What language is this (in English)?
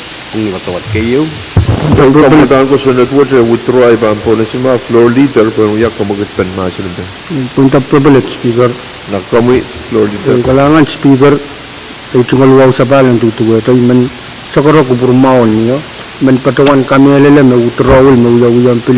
Pohnpeian